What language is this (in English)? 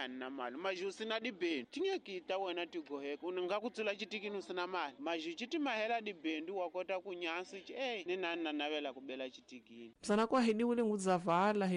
Tsonga